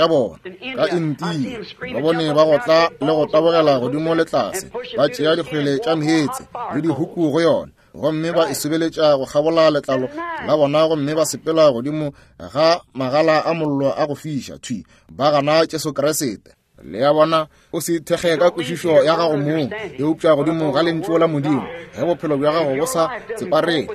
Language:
Northern Sotho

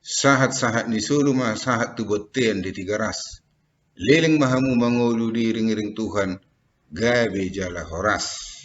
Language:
Batak Toba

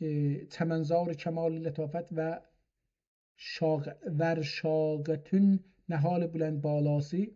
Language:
South Azerbaijani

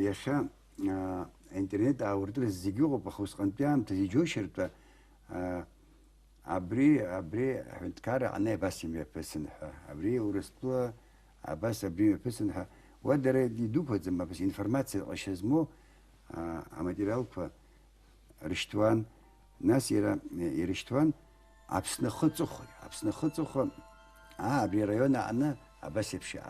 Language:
Abkhazian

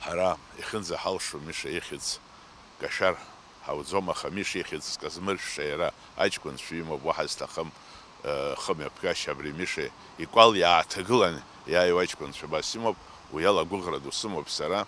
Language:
Abkhazian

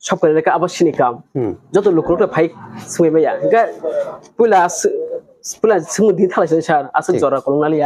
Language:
Kok Borok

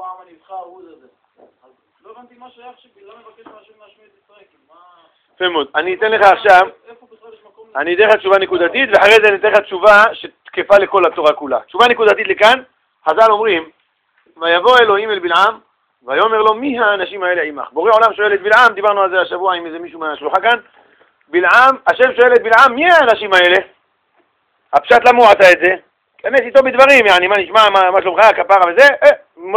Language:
Hebrew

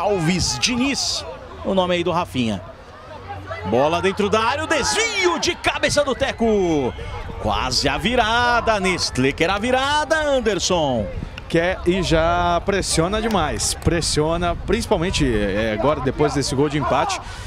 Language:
Portuguese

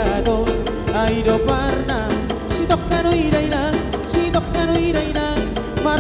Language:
Batak Toba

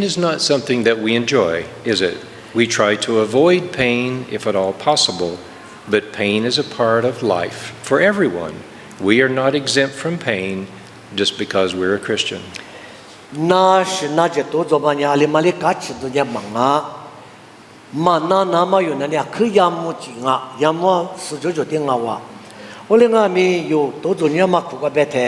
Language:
Lisu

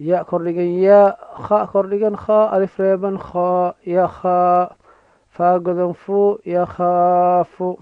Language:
Somali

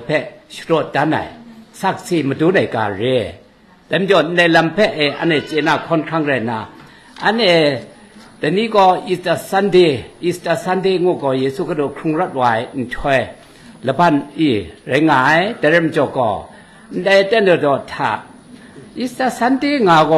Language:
Kachin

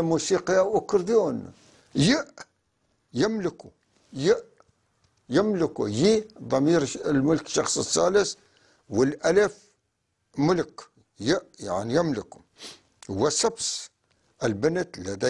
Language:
North Levantine Arabic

